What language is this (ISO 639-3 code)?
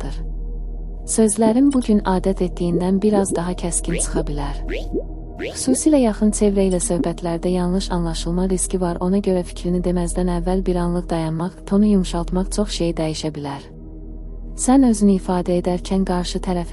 aze